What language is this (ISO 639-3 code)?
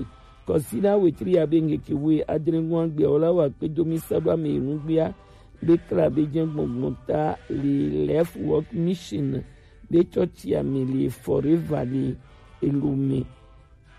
gej